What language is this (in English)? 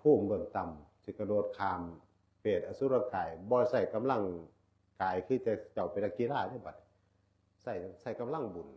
Northeastern Thai